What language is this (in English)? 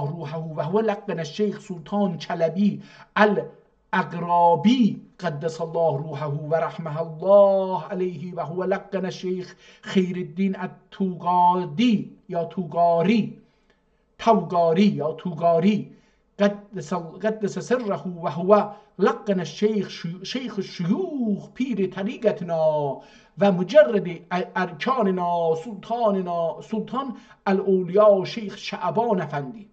South Azerbaijani